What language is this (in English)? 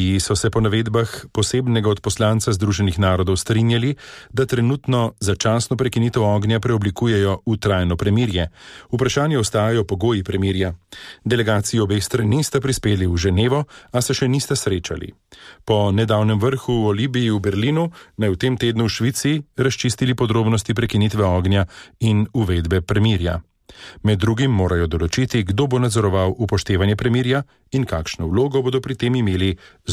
Slovenian